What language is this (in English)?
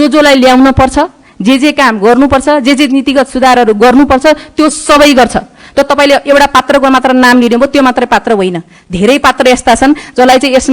Nepali